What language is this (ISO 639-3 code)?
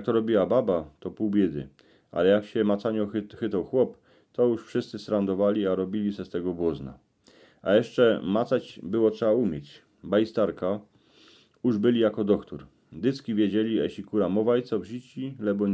szl